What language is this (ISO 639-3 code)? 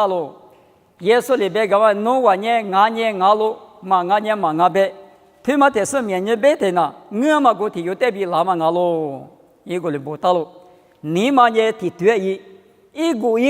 lis